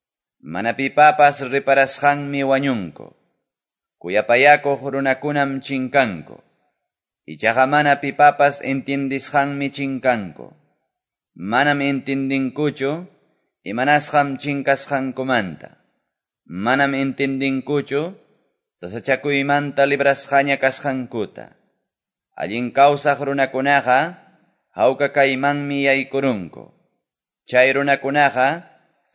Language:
Quechua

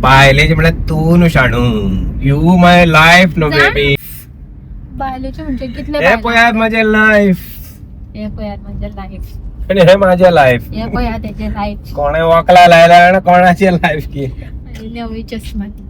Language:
Konkani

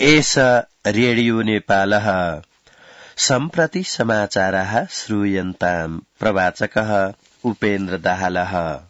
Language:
Sanskrit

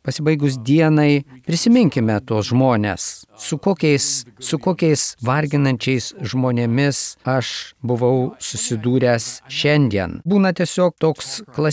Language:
Lithuanian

